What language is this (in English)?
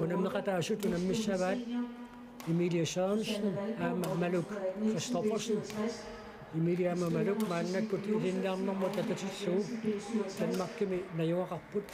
Kalaallisut